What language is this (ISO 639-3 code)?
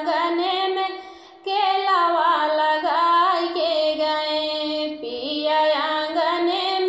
bho